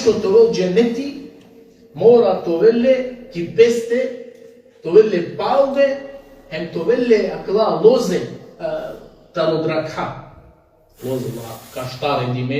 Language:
Balkan Romani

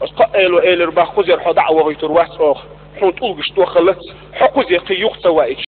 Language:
Chechen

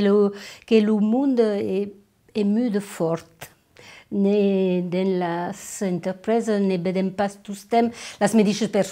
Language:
Occitan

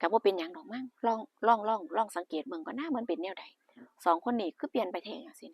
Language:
Northeastern Thai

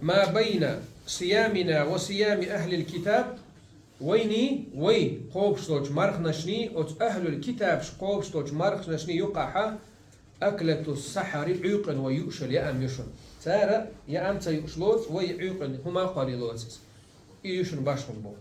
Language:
Chechen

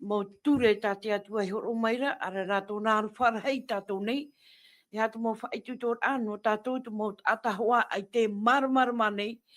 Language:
Tahitian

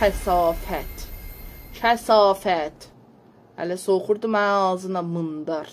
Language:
South Azerbaijani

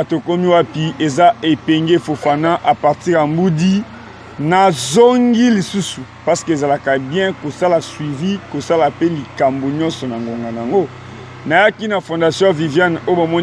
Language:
Lingala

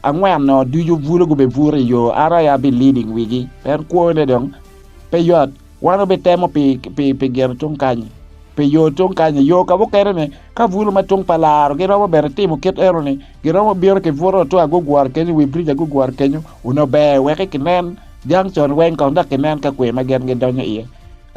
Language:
Acoli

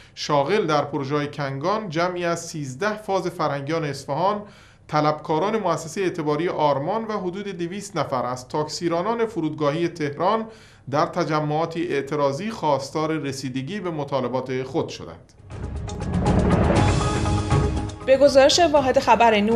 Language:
Persian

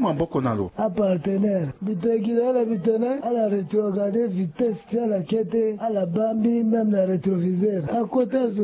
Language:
Sango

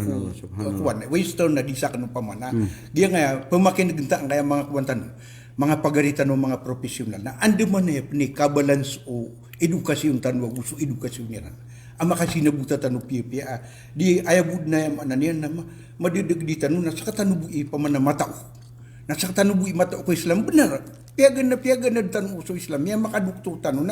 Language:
Maranao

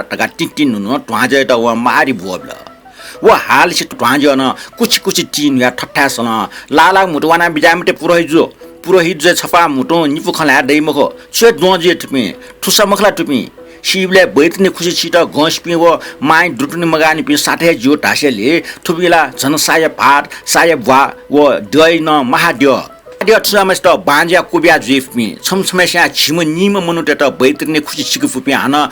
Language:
Newari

